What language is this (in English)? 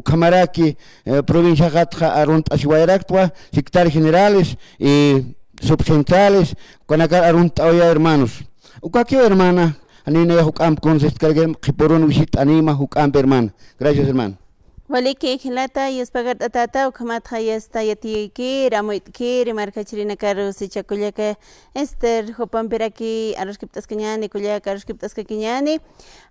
Aymara